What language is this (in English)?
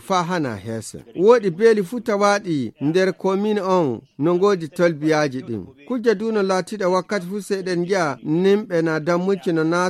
Nigerian Fulfulde